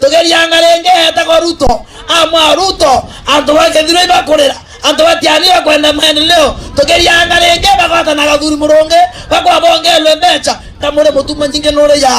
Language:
Meru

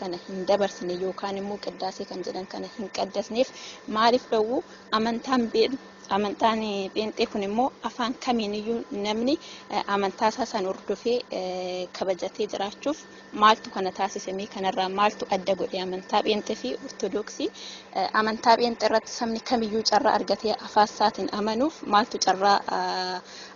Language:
Oromo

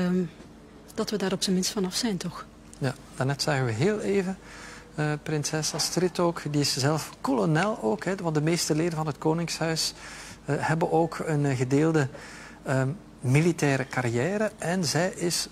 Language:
Dutch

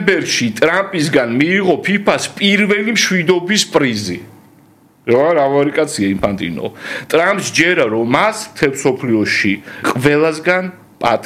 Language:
Georgian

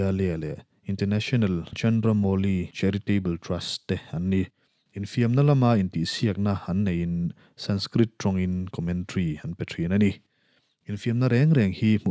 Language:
Mizo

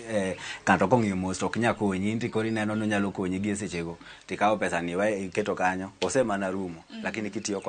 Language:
Luo (Kenya and Tanzania)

